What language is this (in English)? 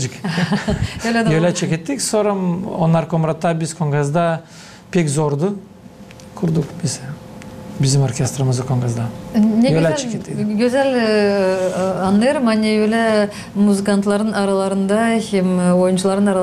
Gagauz